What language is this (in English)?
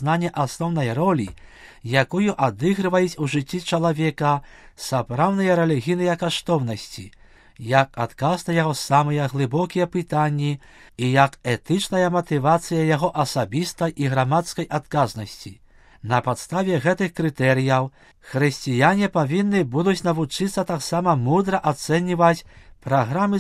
Belarusian